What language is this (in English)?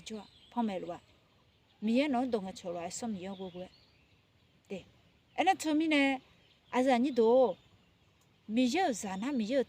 Akha